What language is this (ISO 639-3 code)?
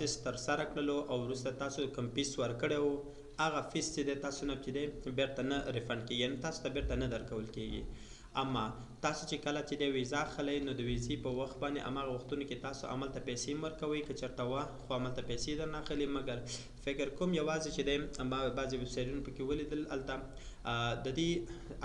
pus